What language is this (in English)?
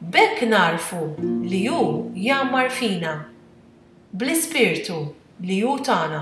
Maltese